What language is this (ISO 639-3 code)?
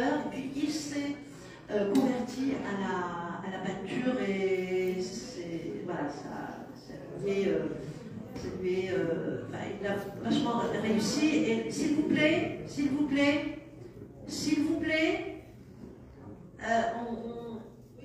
fra